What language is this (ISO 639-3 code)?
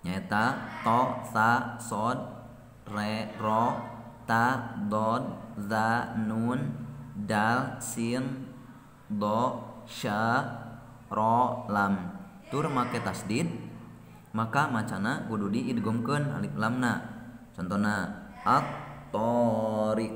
sun